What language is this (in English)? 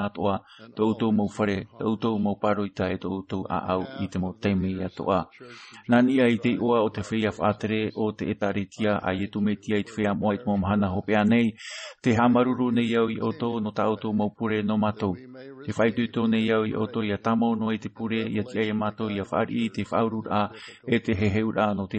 Tahitian